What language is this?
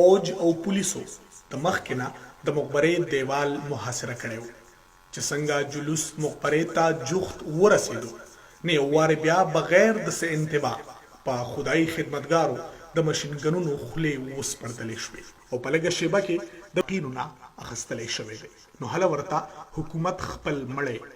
Pashto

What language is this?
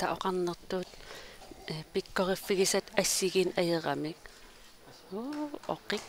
Kalaallisut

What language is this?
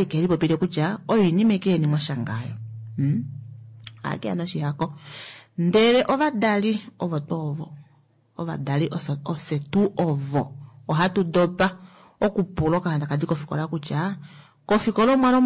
Kuanyama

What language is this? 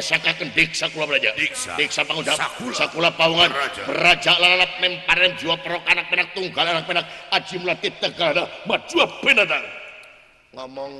Sundanese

